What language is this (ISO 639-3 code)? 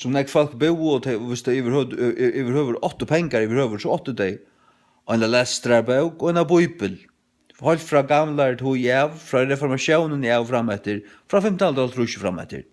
fao